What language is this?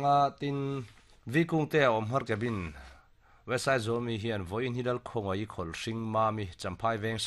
Mizo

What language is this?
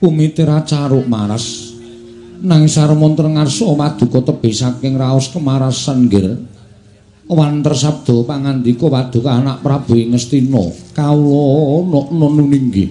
Javanese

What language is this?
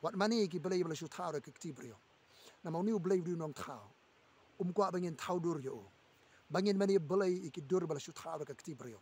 Khasi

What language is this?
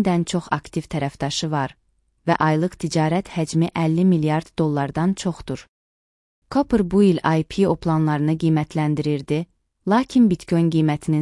Azerbaijani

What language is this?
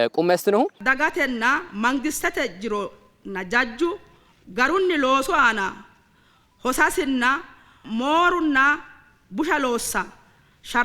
Sidamo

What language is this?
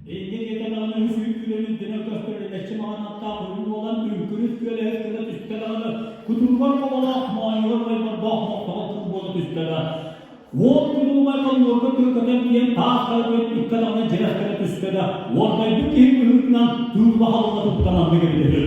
Yakut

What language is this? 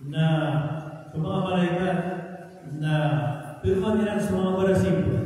Maranao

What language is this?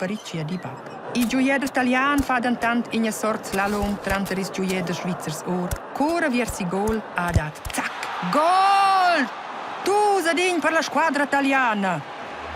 Romansh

